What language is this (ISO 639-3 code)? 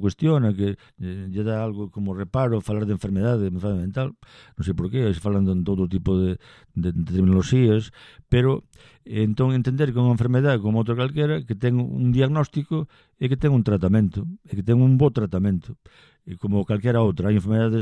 glg